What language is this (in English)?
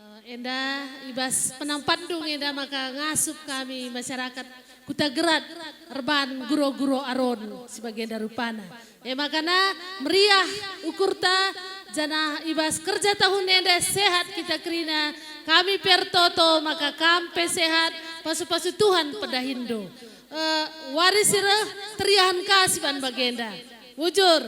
Batak Karo